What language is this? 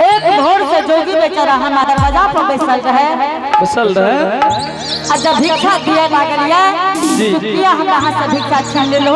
Angika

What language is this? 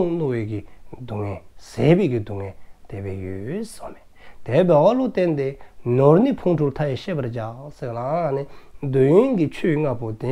Dzongkha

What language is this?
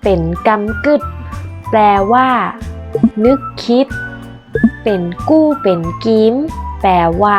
Northern Thai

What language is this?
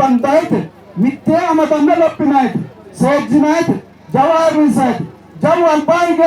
Sidamo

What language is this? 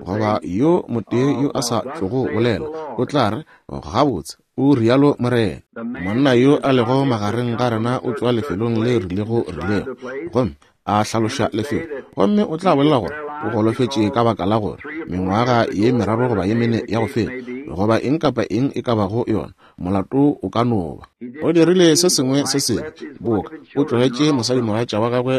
Northern Sotho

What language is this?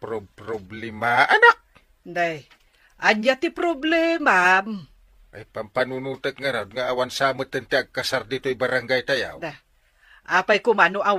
Iloko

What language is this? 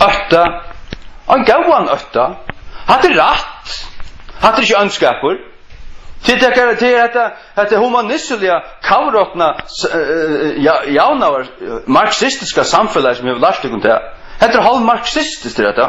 Faroese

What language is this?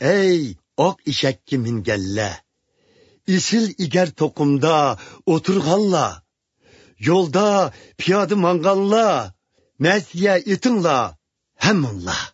Uyghur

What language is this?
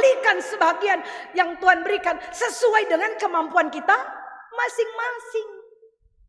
Batak Karo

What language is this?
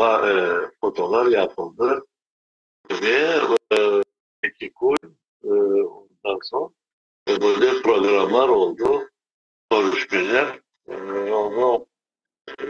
Crimean Tatar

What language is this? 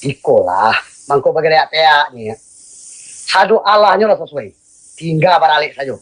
Minangkabau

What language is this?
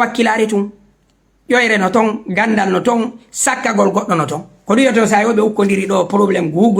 Fula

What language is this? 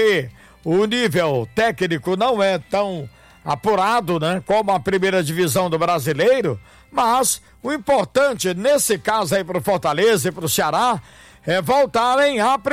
Portuguese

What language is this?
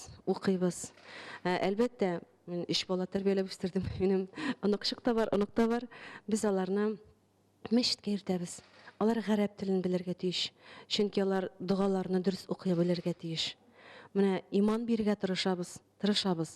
Tatar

